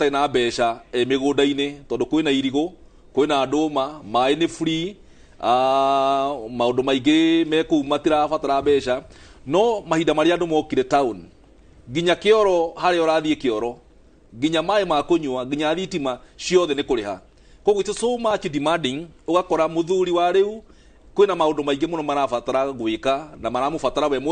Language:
Kikuyu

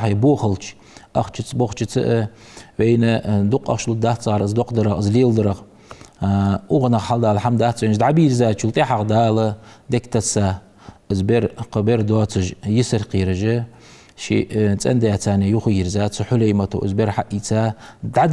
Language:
Ingush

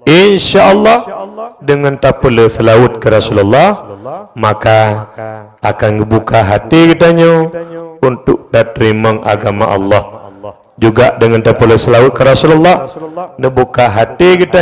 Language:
Achinese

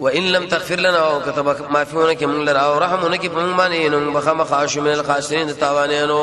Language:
Pashto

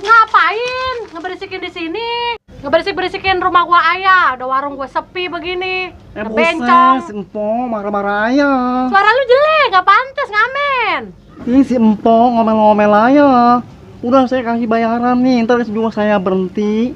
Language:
Betawi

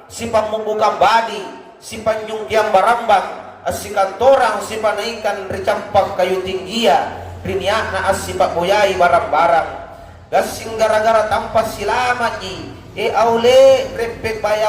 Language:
Makasar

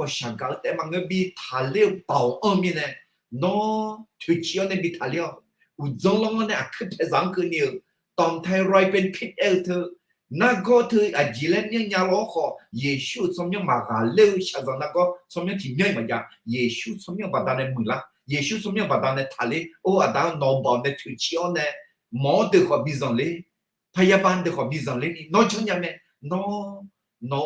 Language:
Akha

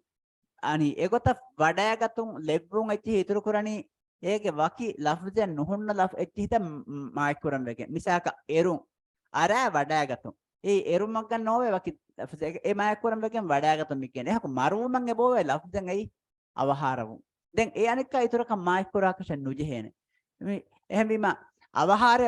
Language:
Divehi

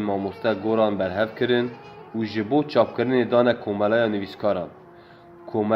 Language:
Kurdish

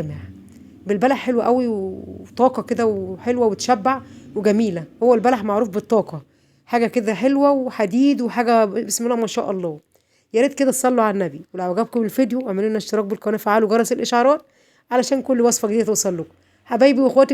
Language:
Egyptian Arabic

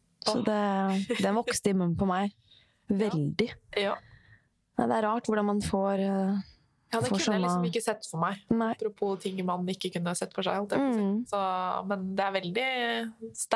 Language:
Norwegian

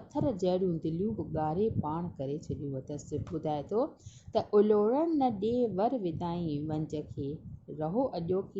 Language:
Sindhi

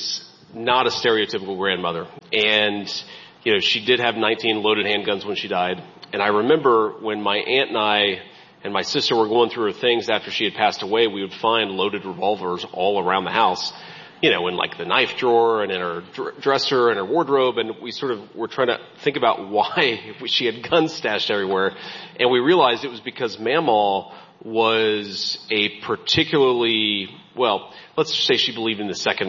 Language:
English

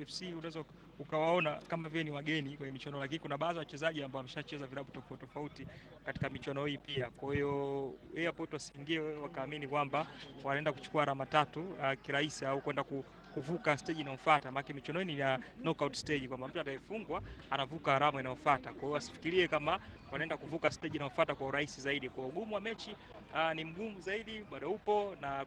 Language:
Swahili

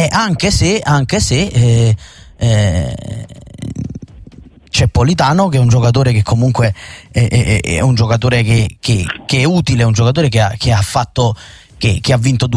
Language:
Italian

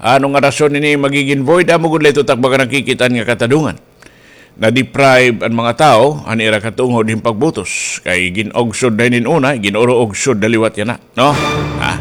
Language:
Waray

